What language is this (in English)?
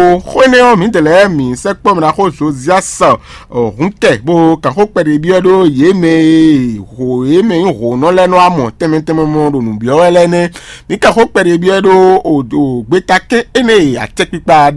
Fon